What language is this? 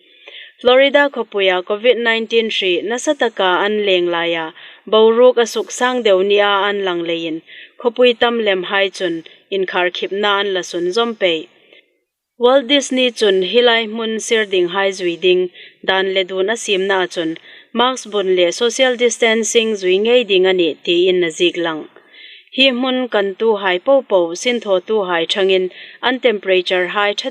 Hmar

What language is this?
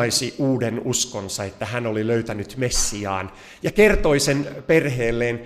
Finnish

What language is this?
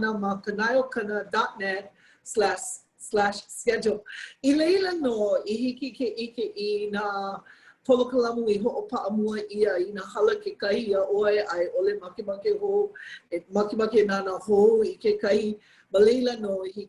Hawaiian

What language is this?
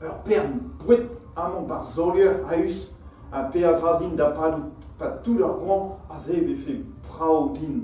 Breton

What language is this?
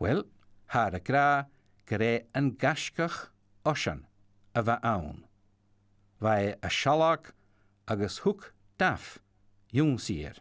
Scottish Gaelic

